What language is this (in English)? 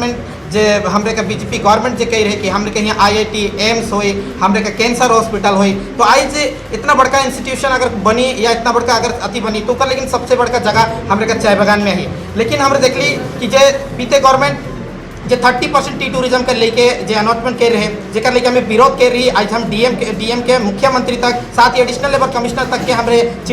Sadri